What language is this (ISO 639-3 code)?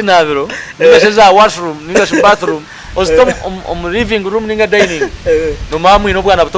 nyn